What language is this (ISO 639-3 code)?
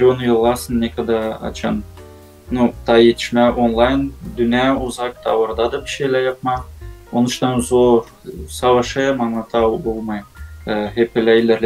gag